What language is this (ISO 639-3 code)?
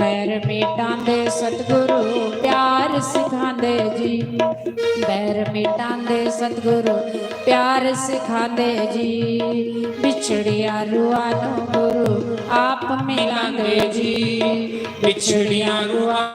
doi